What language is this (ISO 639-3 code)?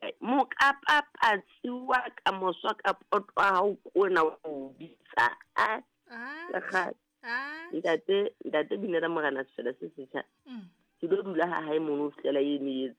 sot